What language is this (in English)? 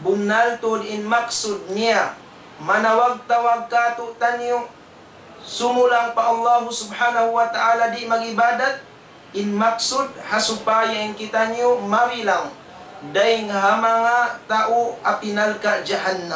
Tausug